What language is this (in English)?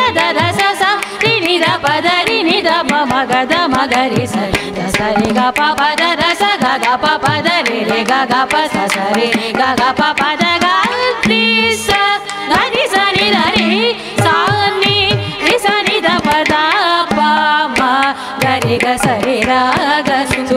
Kannada